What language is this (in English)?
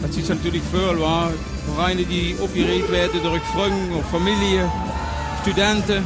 Limburgish